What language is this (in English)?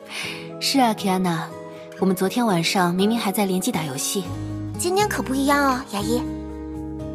Chinese